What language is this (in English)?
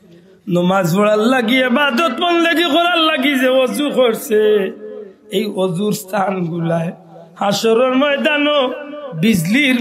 Sylheti